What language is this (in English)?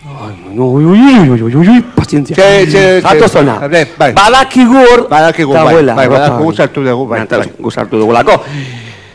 Basque